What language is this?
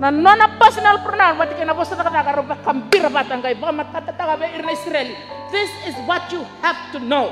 Fijian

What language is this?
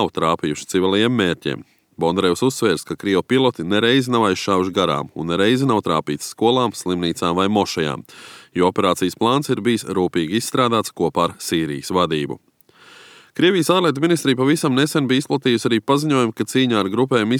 Latvian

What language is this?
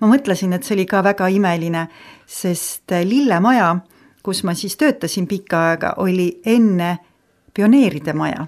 Estonian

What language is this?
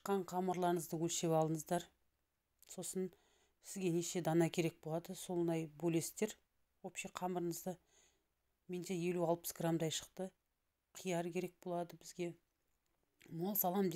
Kazakh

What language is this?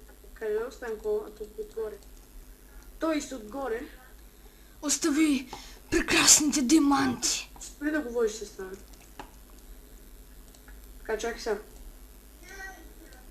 Bulgarian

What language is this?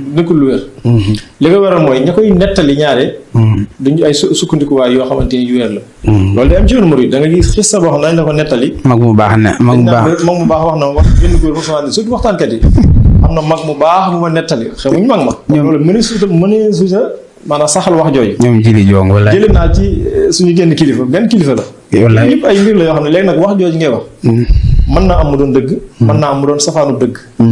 Wolof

